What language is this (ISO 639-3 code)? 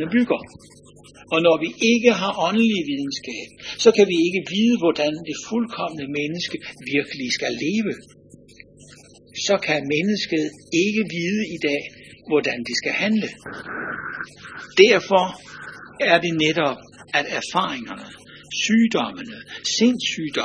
dan